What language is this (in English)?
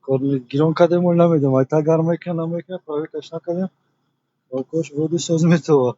Tajik